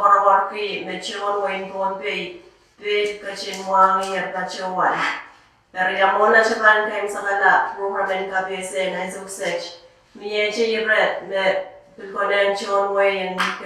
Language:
Pohnpeian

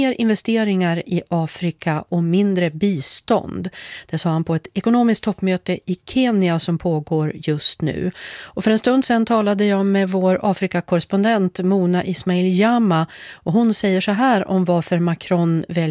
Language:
Swedish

